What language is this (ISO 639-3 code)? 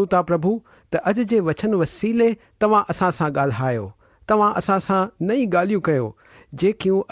snd